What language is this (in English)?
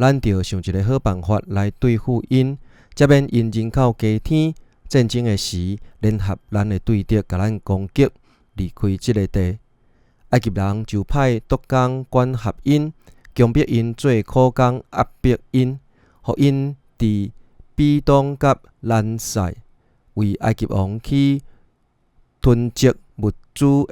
Min Nan Chinese